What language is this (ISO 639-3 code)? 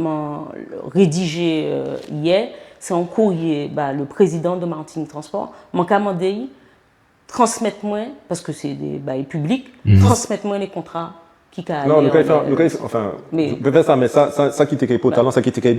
gcf